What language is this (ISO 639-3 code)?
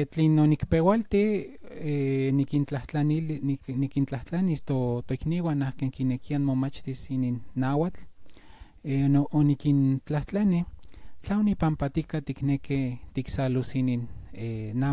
nhn